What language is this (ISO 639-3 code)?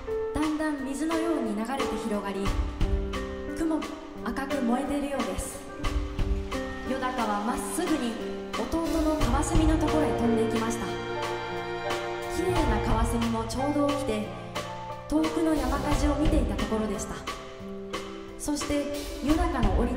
jpn